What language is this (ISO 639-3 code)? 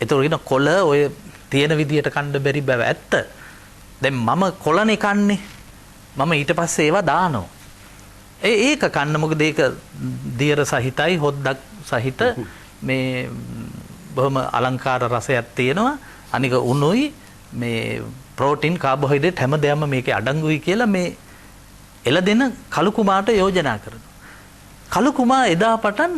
sin